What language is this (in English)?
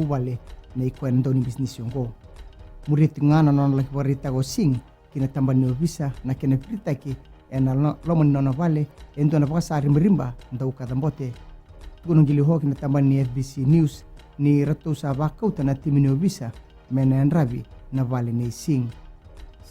Fijian